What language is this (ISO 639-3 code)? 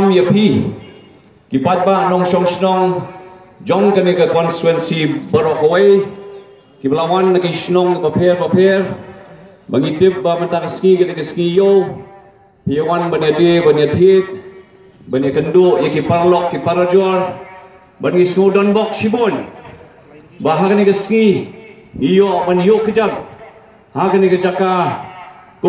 kha